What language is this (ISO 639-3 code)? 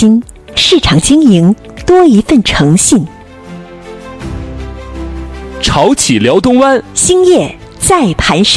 zho